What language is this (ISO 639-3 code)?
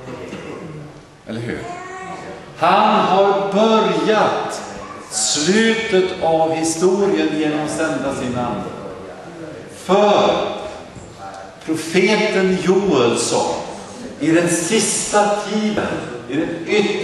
swe